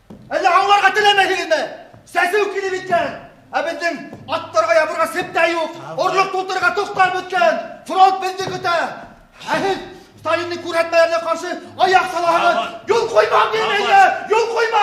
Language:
Bashkir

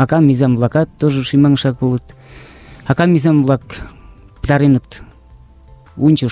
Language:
Mari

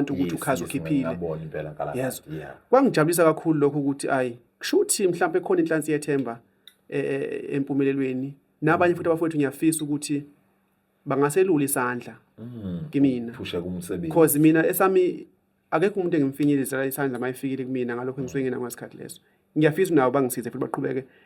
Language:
Zulu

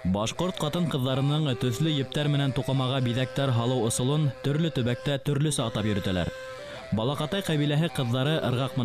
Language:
Bashkir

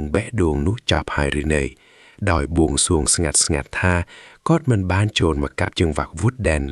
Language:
Khmer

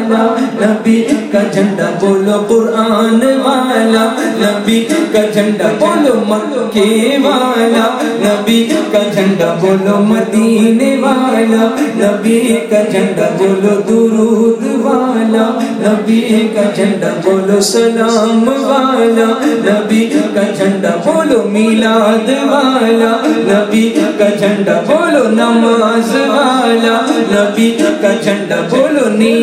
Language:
Urdu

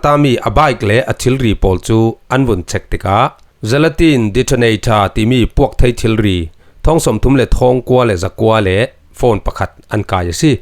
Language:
Falam Chin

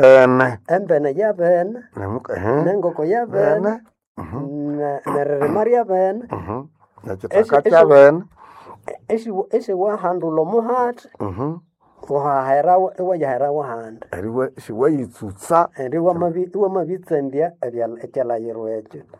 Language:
Nande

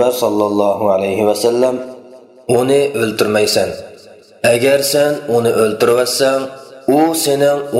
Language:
Uyghur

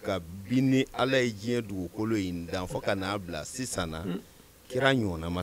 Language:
Bambara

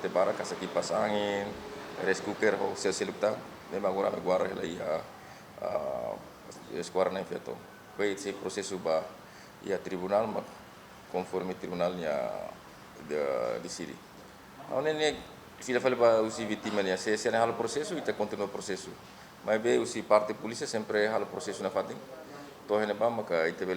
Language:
Tetum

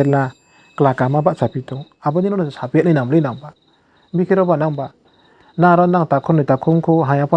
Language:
Riang (India)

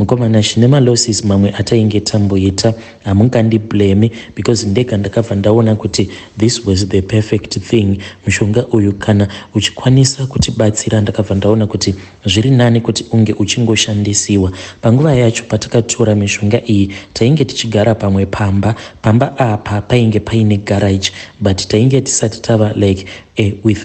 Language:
Shona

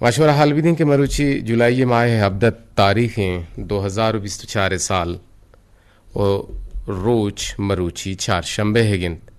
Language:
Eastern Balochi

